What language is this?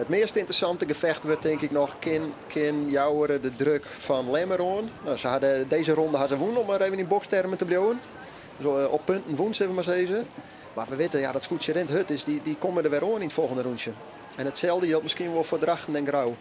Western Frisian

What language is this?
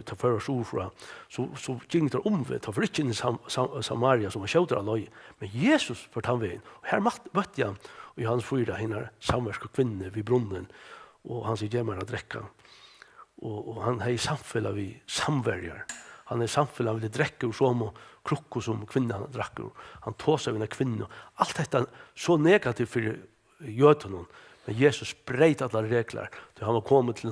Faroese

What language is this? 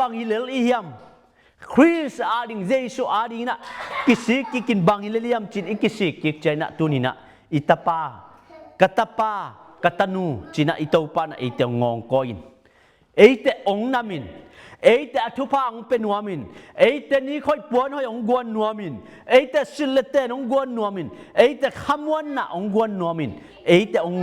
Tedim Chin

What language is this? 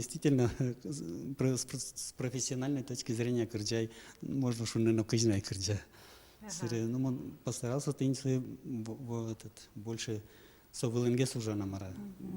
Udmurt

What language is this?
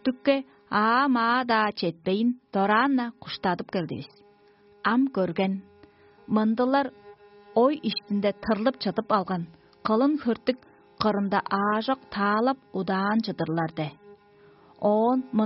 Tuvinian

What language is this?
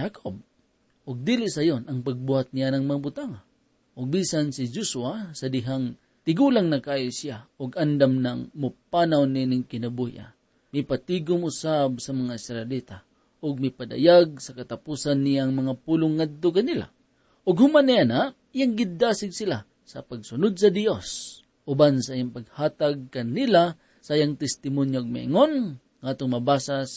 Cebuano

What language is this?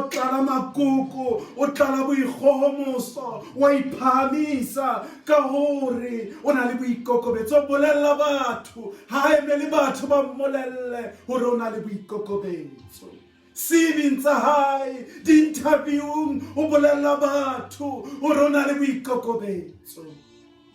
Southern Sotho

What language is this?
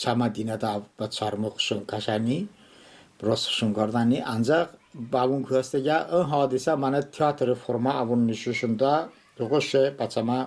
Talysh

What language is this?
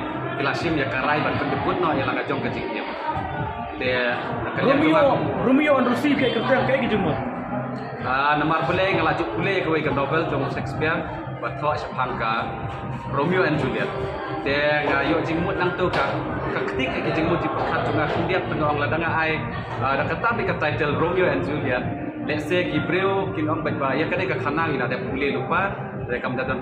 Khasi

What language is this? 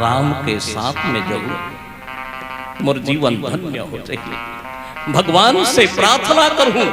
Chhattisgarhi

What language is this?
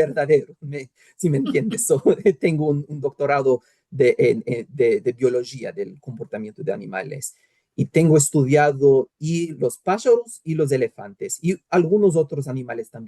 Ladino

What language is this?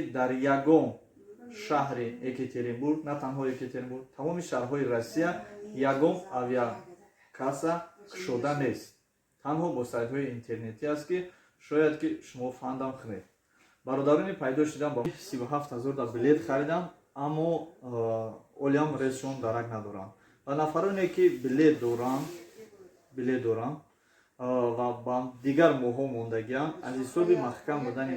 Tajik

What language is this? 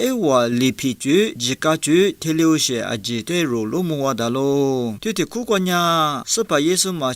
Lisu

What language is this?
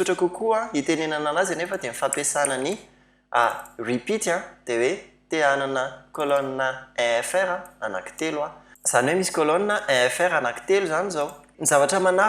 Malagasy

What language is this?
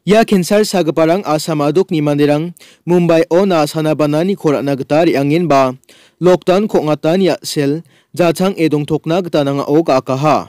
Garo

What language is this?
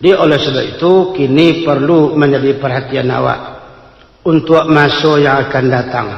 Minangkabau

